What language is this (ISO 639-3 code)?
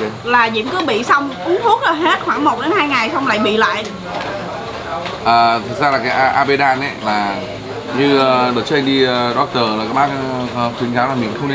vie